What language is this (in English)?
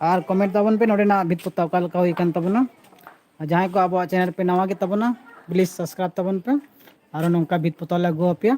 Santali